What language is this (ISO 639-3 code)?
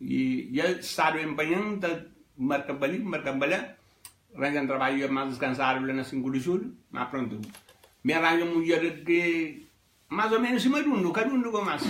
kea